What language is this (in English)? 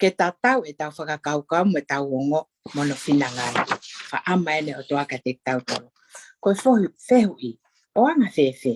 Tongan